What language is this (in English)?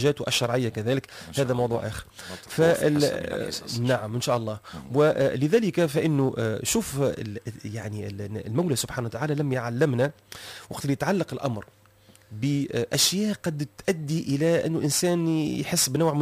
Tunisian Arabic